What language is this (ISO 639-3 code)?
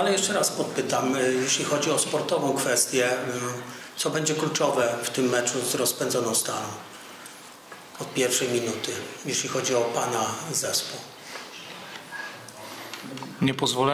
pol